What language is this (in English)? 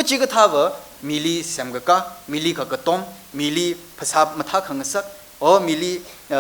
Tangkhul Naga (India)